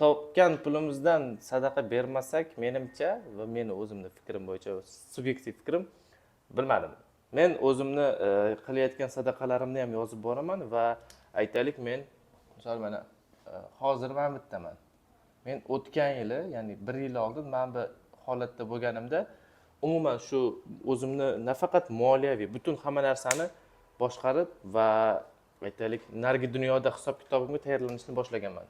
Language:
Uzbek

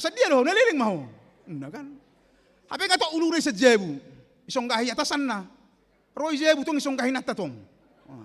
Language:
Batak Toba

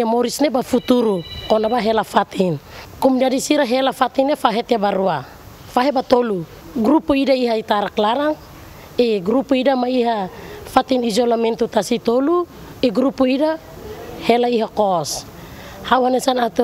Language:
Tetum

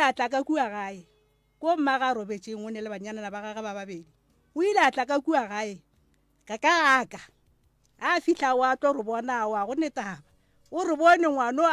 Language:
Northern Sotho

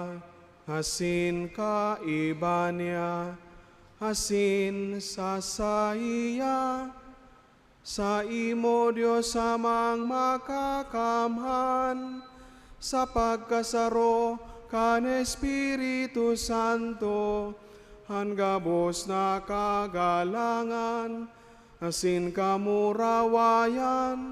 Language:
Bikol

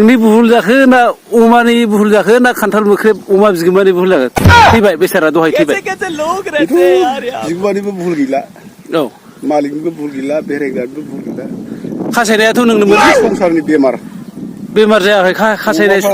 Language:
Bodo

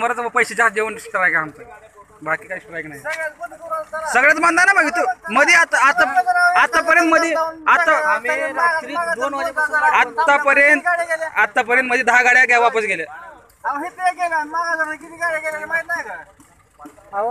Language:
Marathi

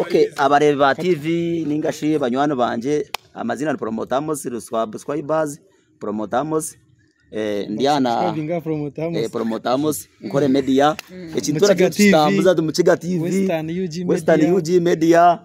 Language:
Nyankole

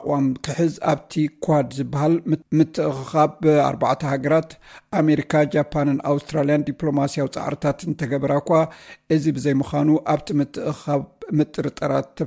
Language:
Tigrinya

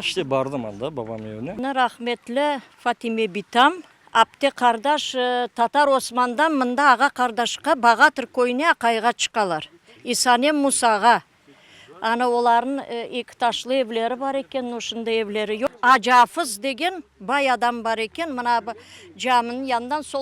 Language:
Crimean Tatar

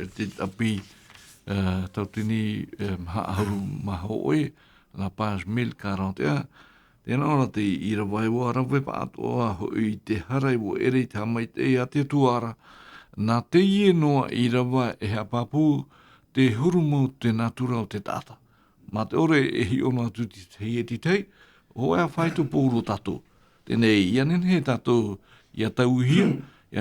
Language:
Tahitian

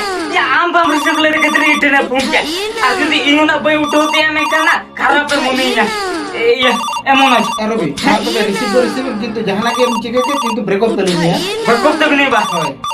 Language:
Santali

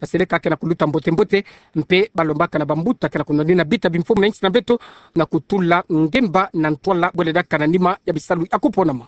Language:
Kituba (Democratic Republic of Congo)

